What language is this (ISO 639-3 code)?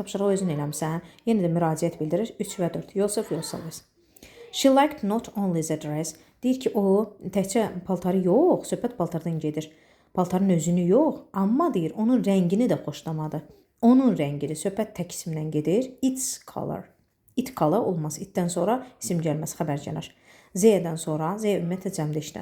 aze